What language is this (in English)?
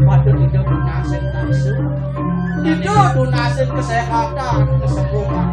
Balinese